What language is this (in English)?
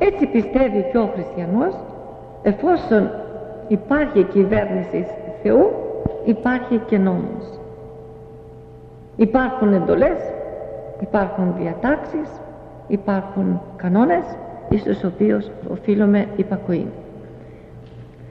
Greek